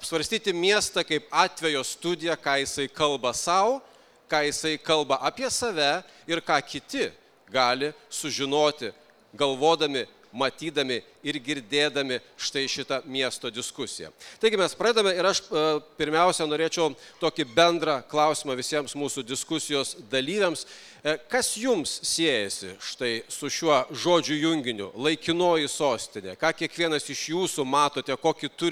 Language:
Lithuanian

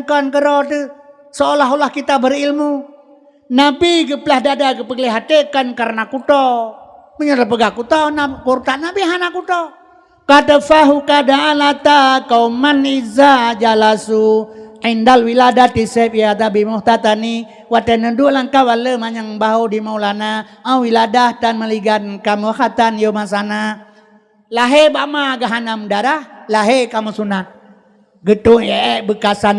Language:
Achinese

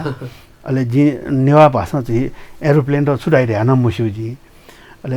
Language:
Newari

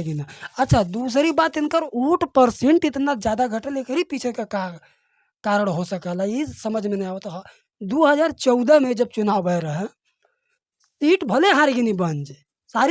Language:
Bhojpuri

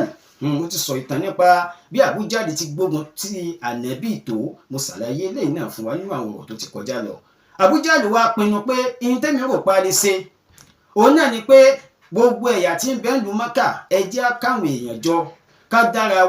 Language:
Yoruba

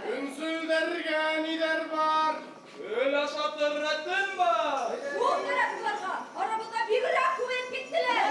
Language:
Bashkir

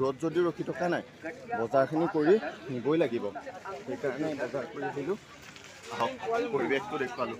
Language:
Assamese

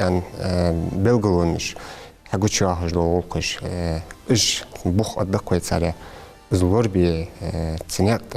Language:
Ingush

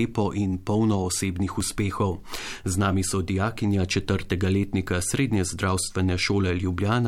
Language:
Slovenian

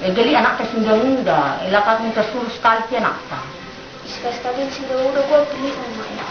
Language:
Batak Karo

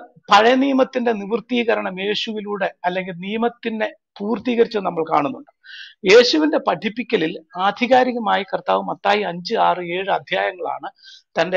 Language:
Malayalam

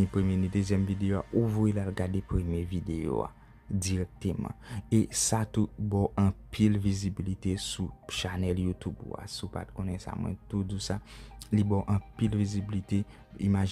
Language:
Haitian Creole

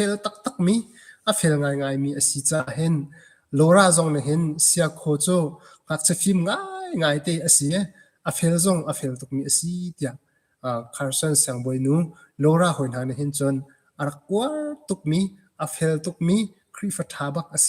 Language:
Hakha Chin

